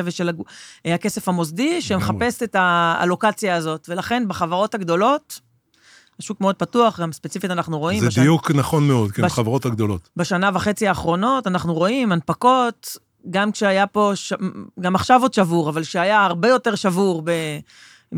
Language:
Hebrew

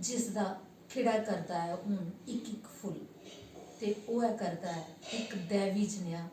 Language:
Dogri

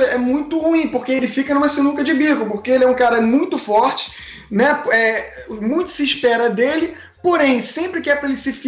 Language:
Portuguese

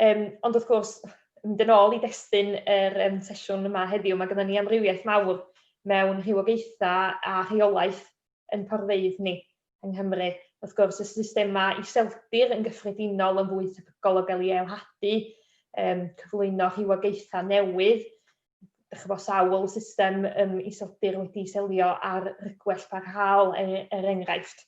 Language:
Welsh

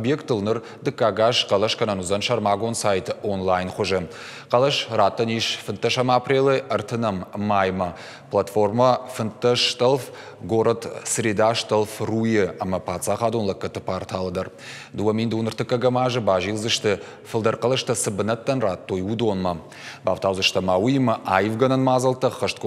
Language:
Ossetic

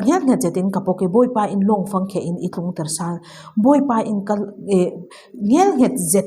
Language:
Falam Chin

